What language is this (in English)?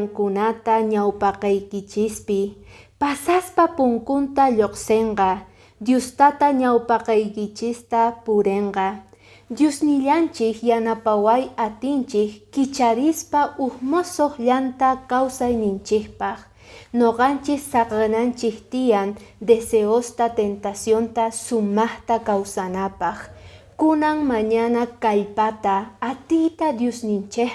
Quechua